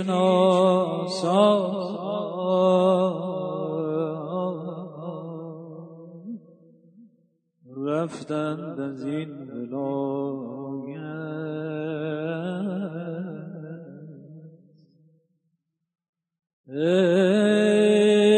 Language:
Persian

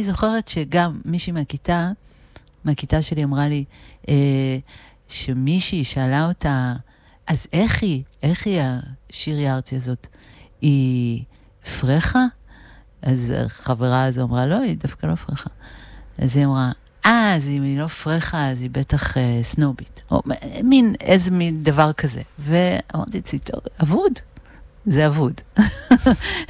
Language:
Hebrew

